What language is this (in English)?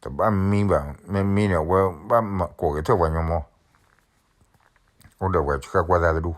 S'gaw Karen